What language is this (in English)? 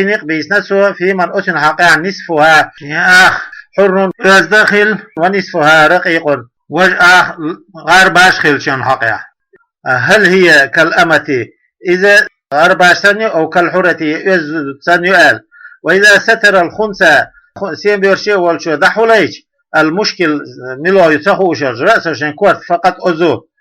Chechen